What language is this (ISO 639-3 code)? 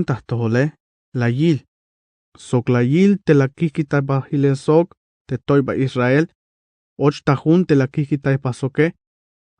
tzh